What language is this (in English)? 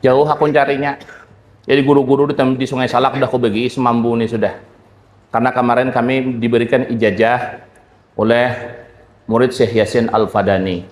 Banjar